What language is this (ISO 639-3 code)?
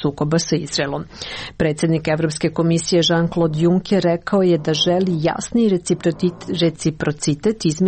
srp